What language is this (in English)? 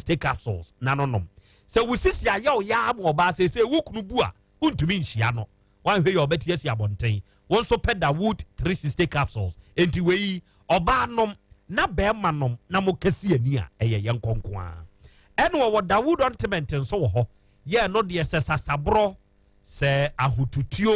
Akan